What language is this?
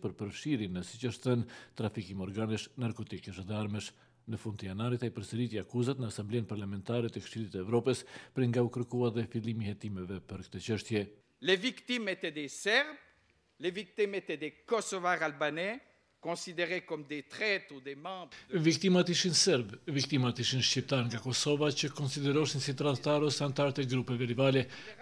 Albanian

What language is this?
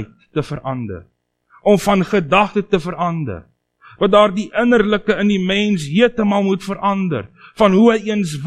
Afrikaans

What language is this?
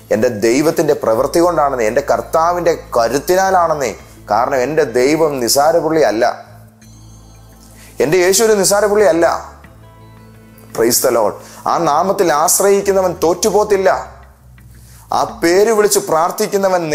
Malayalam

